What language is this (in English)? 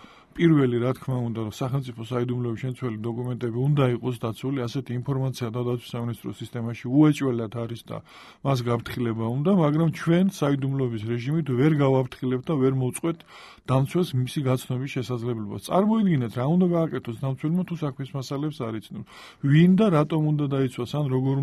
Georgian